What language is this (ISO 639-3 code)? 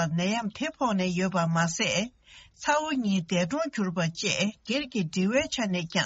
bod